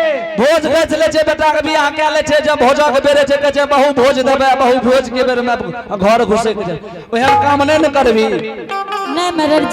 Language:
Angika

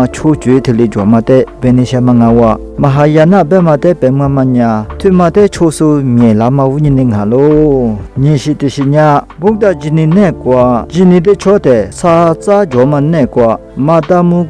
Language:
Lisu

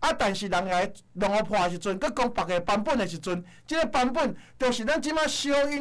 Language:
Min Nan Chinese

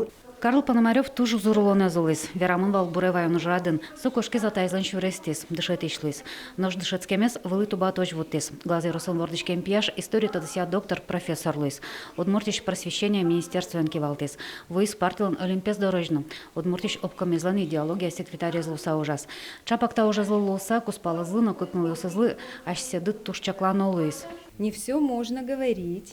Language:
Udmurt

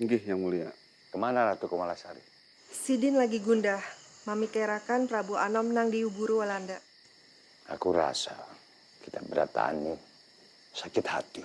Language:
Banjar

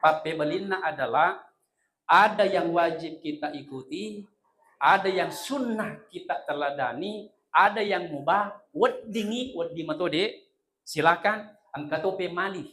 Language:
Buginese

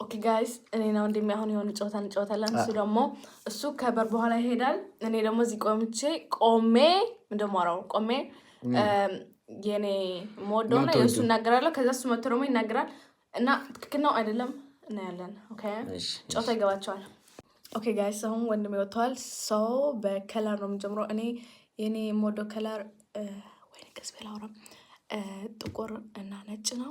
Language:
Amharic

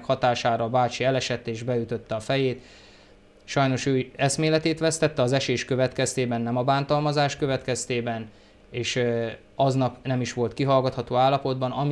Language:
Hungarian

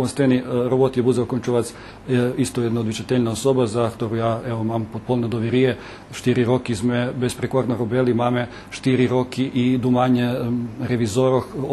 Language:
Rusyn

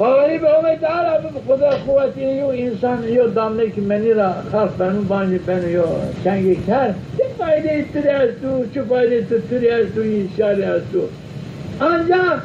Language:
Zaza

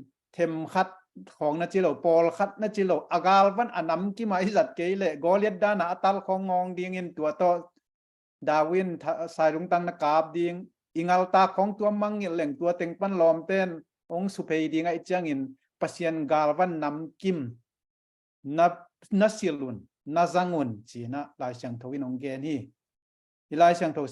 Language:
Tedim Chin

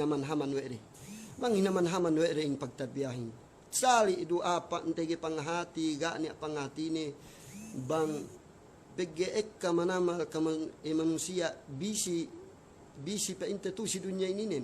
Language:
Yakan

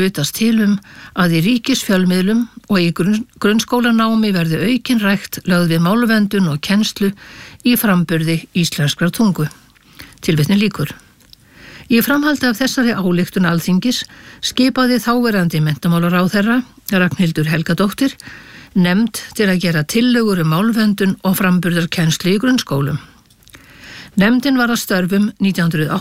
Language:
Icelandic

